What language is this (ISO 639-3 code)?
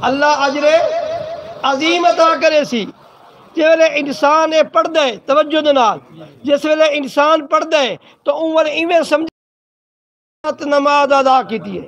skr